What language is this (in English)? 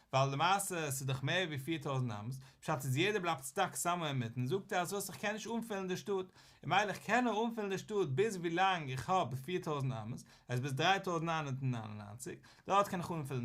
Yiddish